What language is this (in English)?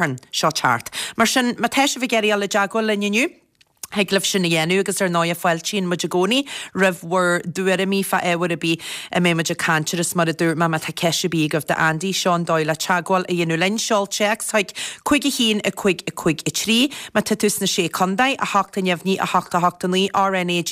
Irish